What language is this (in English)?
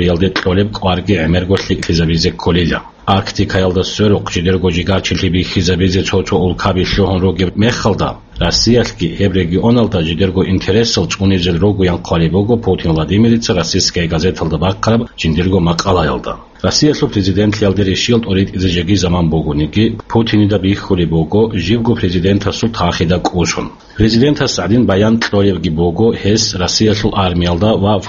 Avaric